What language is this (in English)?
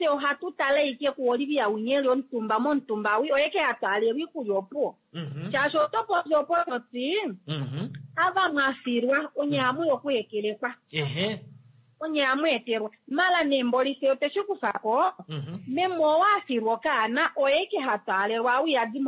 Kuanyama